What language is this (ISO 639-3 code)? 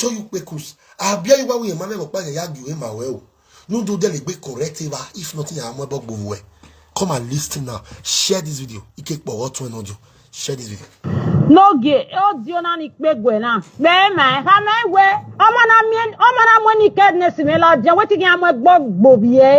pcm